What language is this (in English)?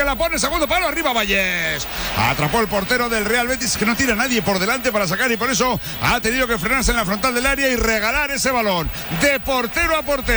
Spanish